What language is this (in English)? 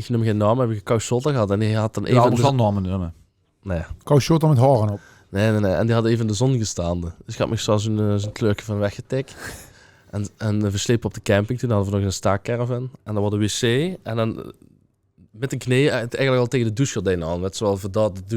Limburgish